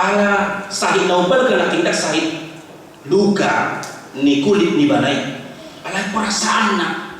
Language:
Batak Toba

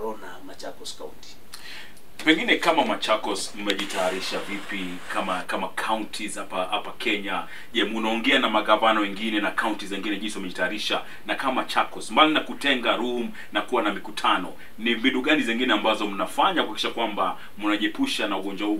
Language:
Swahili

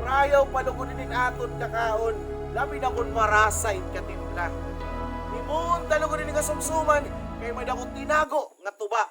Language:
Waray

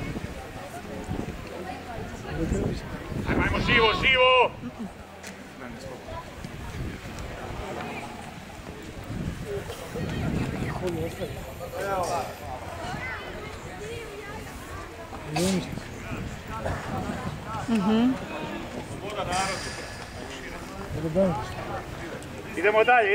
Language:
Croatian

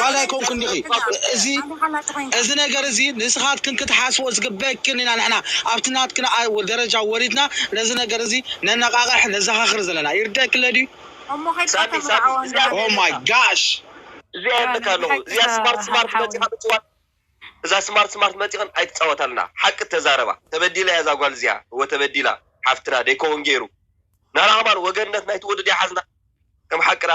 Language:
Tigrinya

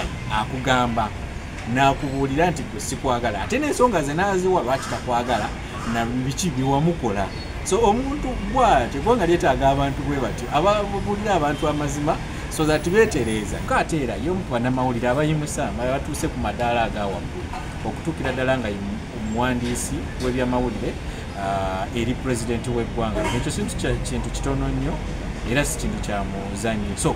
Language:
Ganda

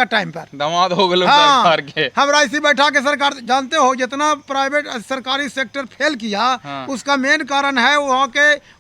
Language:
Magahi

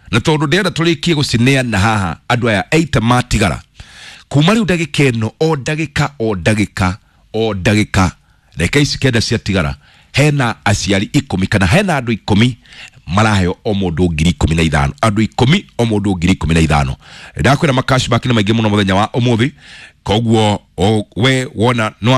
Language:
Kikuyu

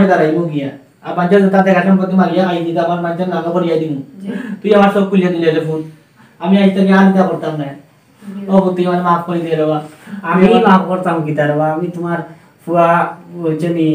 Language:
Sylheti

